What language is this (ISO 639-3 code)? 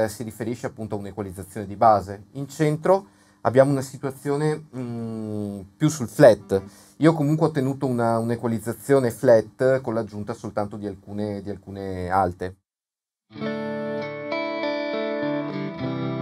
ita